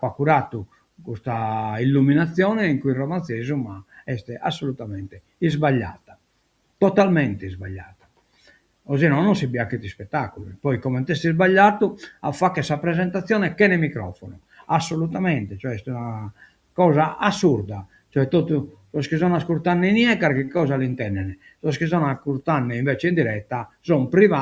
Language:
Sardinian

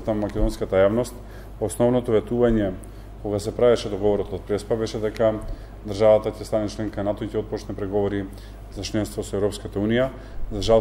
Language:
Macedonian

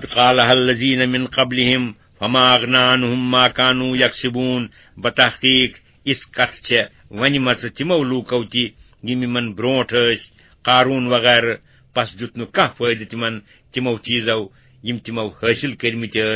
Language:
Kashmiri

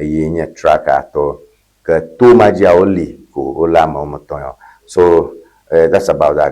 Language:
Ewe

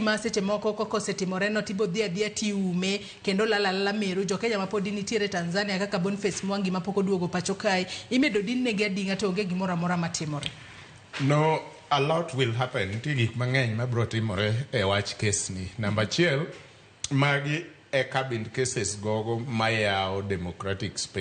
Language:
Luo (Kenya and Tanzania)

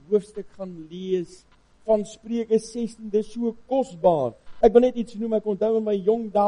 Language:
Afrikaans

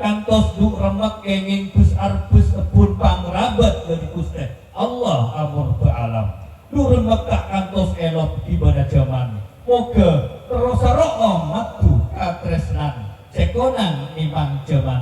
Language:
Madurese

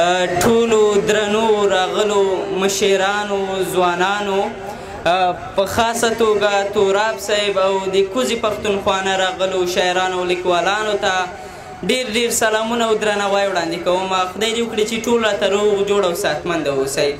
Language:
Pashto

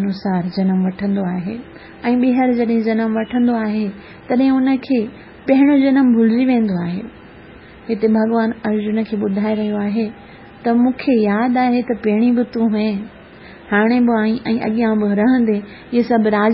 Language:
Sindhi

